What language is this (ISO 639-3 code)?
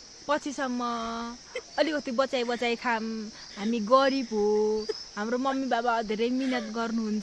nep